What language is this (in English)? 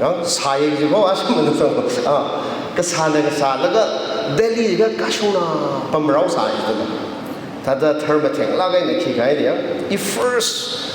Tangkhul Naga (India)